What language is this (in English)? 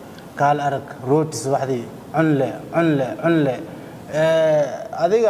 Somali